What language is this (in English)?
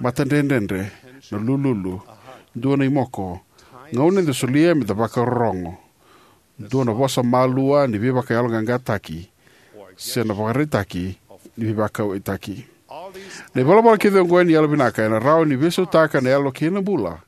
Fijian